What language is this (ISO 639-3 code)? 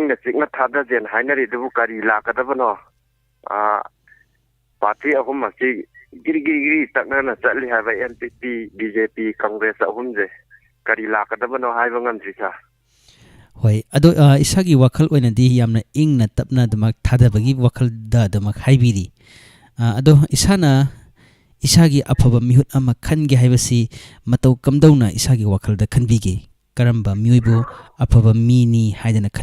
mni